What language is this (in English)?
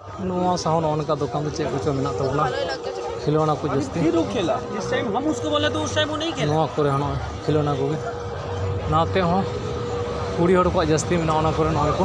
Santali